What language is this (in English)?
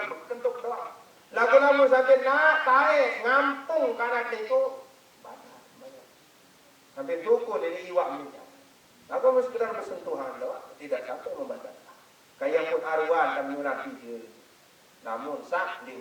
Sasak